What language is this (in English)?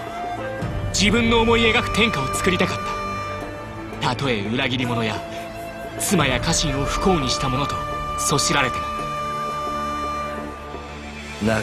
Japanese